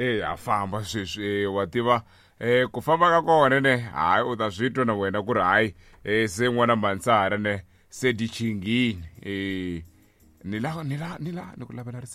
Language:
Tsonga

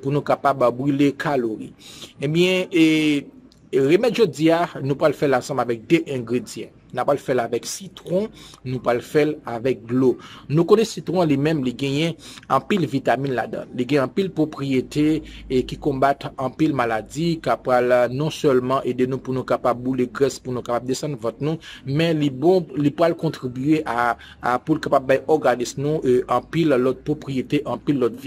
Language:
Haitian Creole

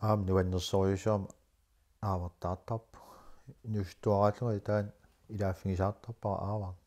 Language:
Kalaallisut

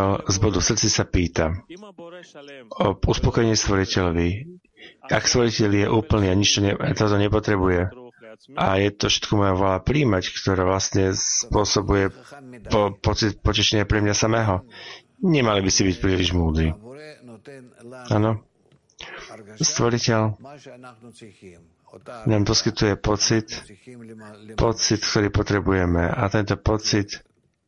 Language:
Slovak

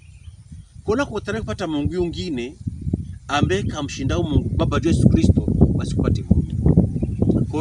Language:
Pokomo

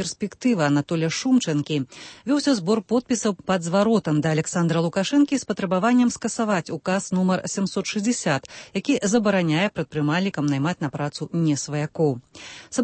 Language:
Belarusian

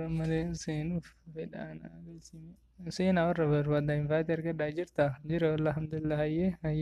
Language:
Oromo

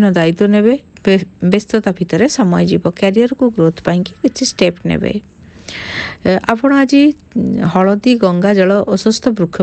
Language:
Odia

